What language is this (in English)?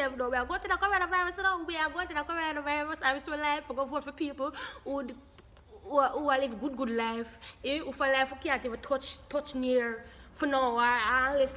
Jamaican Creole English